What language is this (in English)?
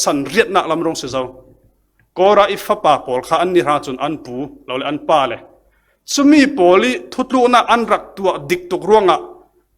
Falam Chin